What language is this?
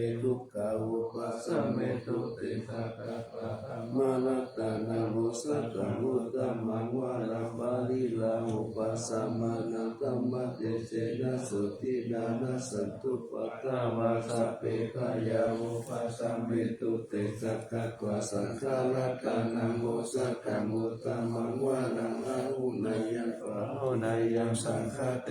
Pali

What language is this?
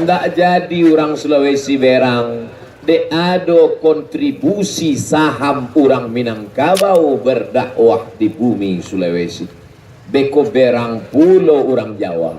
Minangkabau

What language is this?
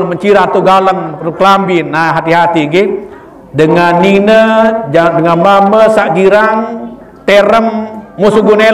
Sasak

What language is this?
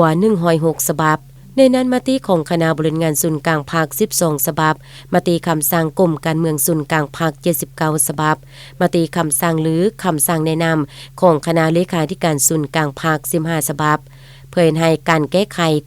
Lao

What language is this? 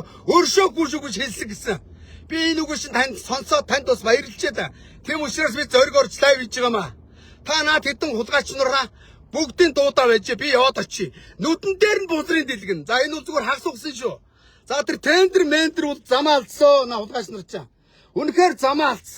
Mongolian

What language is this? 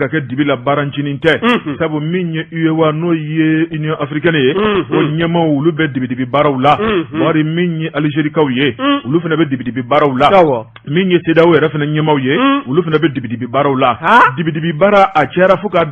Bambara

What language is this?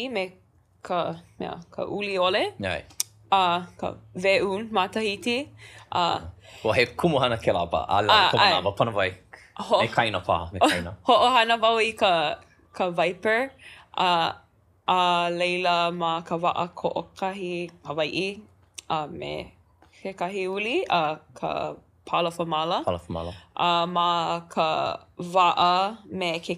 Hawaiian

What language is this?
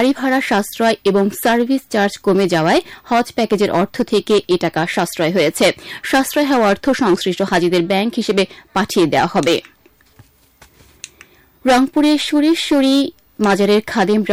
Bangla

